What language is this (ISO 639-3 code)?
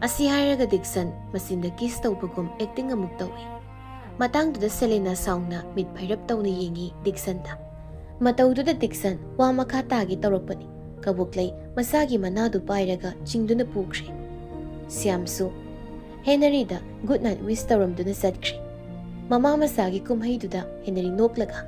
mni